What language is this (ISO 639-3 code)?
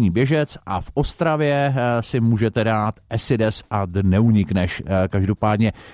ces